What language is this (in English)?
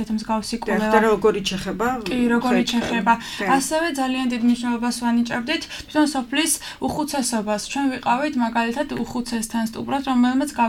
Georgian